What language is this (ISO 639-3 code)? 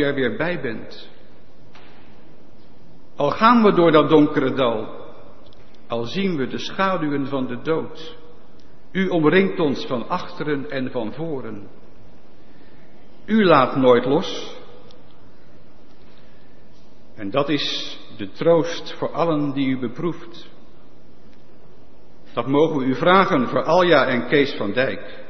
nld